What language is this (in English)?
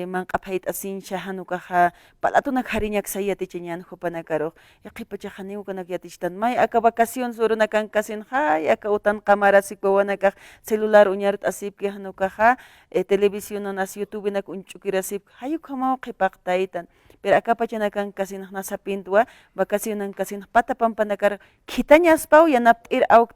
Aymara